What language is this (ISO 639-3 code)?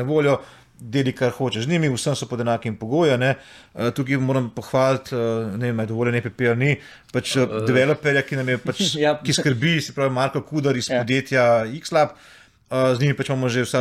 slv